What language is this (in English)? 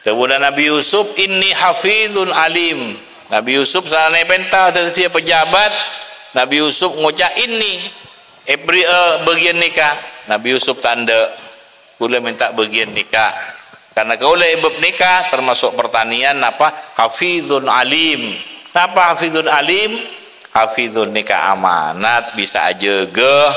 Madurese